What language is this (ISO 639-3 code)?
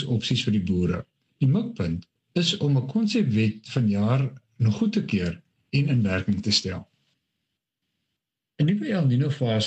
afr